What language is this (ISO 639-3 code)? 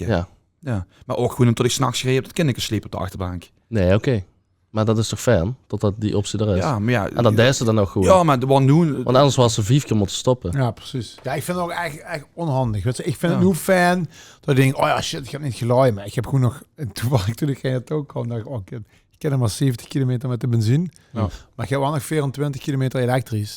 lim